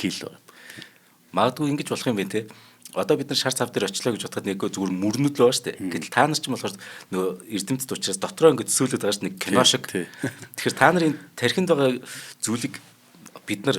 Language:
Mongolian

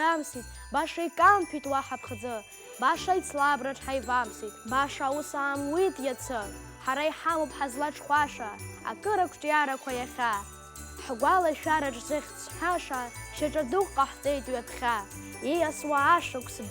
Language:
Abkhazian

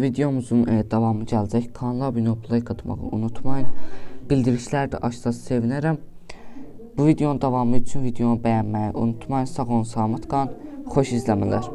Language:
Azerbaijani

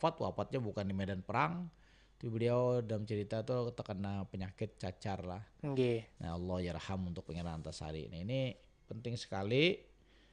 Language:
Banjar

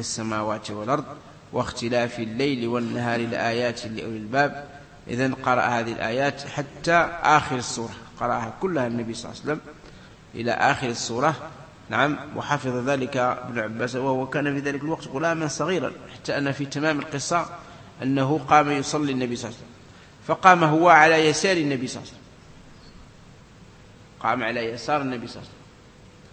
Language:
Arabic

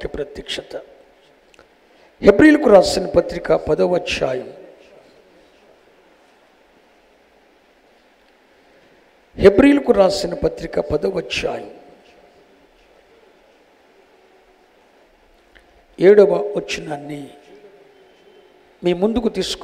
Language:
Telugu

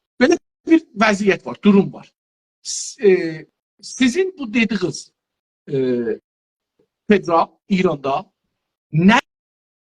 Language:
South Azerbaijani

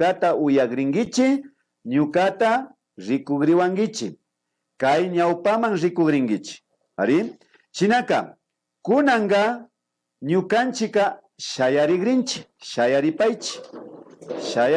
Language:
Imbabura Highland Quichua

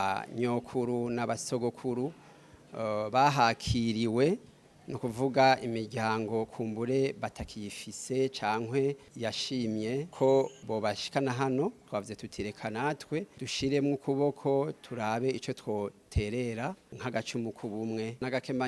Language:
Rundi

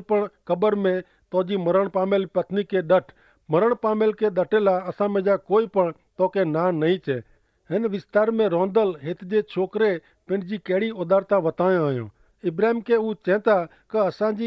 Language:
Kachhi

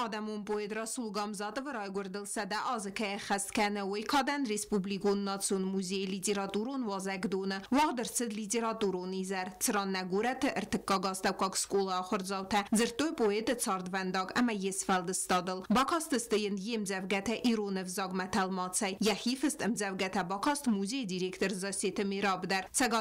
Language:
Ossetic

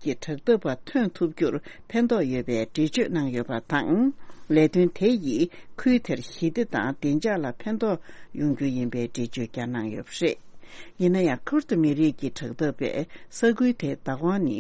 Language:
Tibetan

